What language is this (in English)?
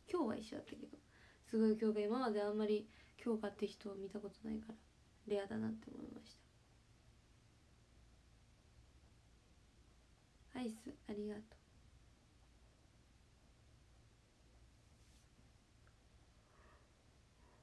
Japanese